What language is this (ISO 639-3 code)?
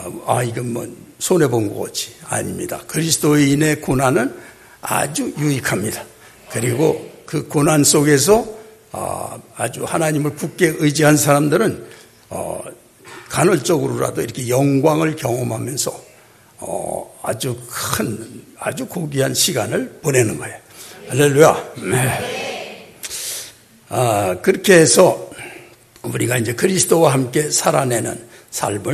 kor